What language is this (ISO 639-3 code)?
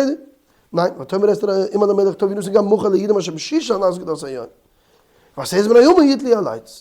yid